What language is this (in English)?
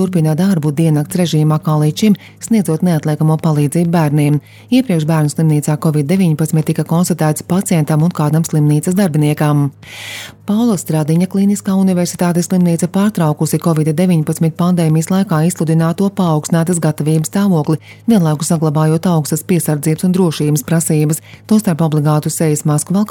Latvian